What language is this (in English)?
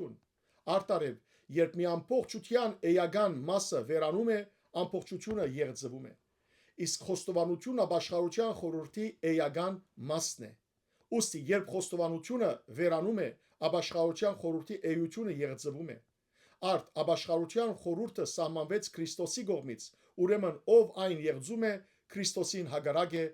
Western Armenian